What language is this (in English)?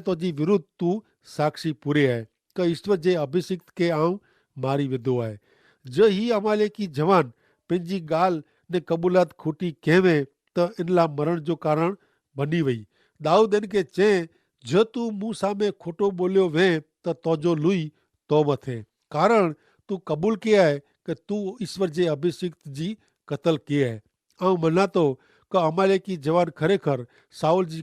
Kachhi